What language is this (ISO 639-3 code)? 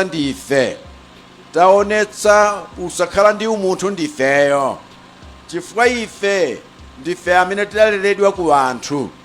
nya